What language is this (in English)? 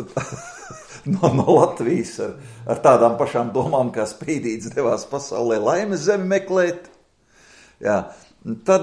Latvian